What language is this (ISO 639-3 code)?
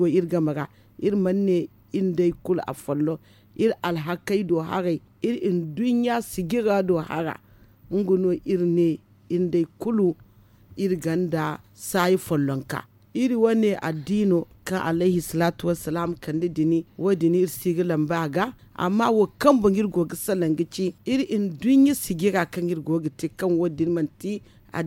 dje